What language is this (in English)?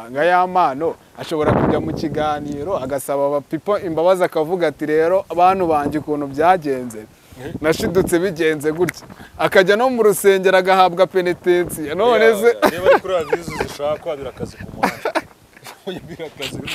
Kinyarwanda